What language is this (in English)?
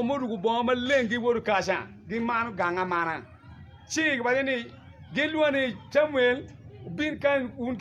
Acoli